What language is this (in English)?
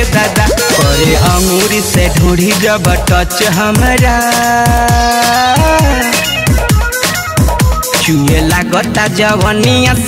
Bhojpuri